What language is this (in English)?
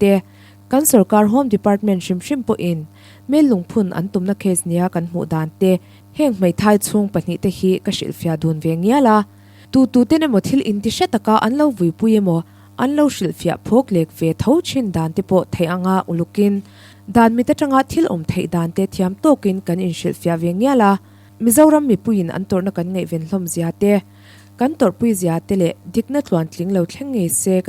Mizo